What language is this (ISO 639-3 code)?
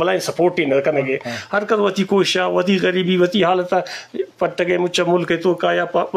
bgp